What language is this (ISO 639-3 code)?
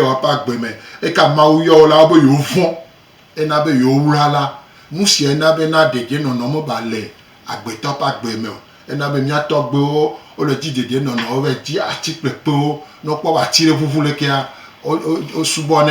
gej